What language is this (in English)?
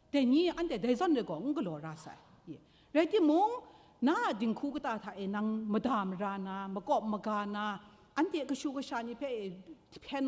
Kachin